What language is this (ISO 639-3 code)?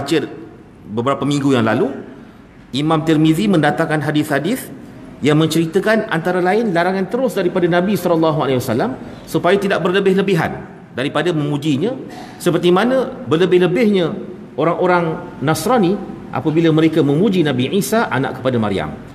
msa